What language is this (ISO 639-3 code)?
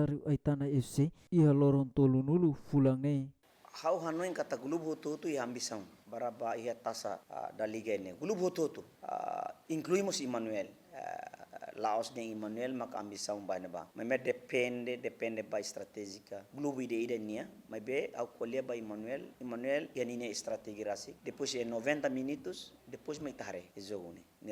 tet